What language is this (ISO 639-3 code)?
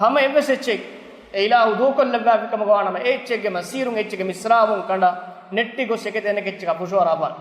div